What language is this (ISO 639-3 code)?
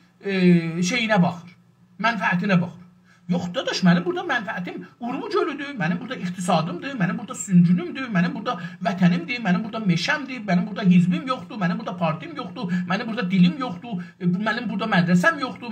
azb